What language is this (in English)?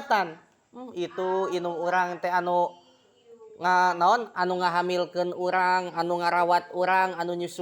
Sundanese